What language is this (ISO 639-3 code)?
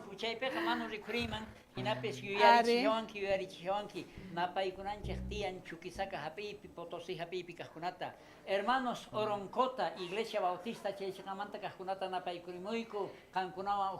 quh